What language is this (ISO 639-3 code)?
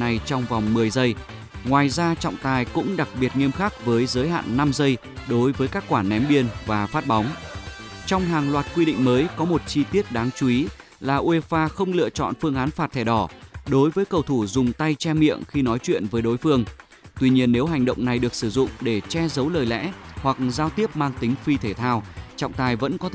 vie